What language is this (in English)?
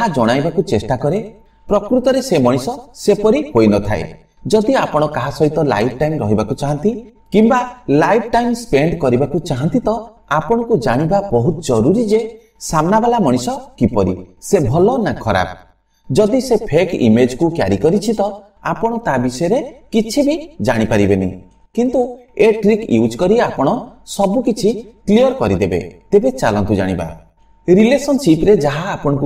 Odia